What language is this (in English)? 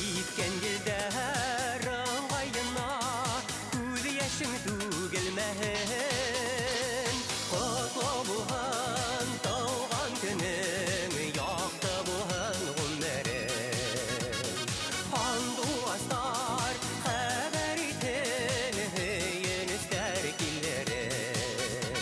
Bashkir